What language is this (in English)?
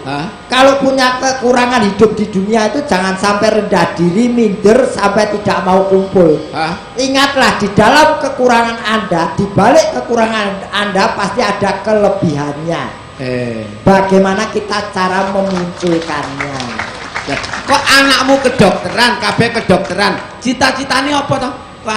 Javanese